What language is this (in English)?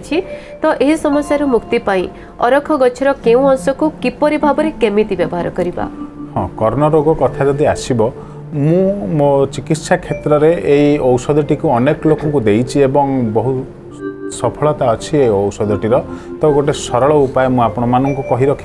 Odia